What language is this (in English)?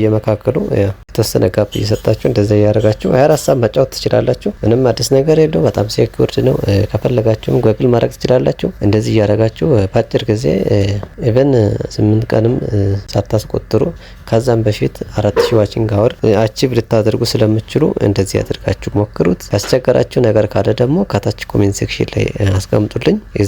Amharic